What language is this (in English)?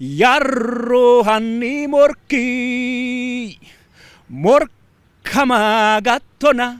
Sidamo